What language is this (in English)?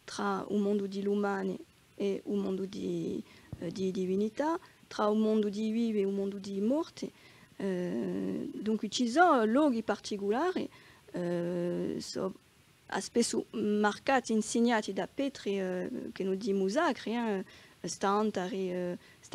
Corsican